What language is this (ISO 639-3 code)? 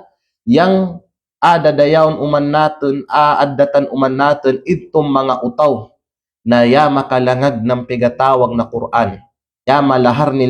kqe